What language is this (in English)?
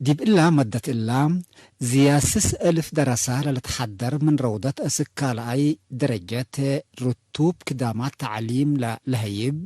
Tigre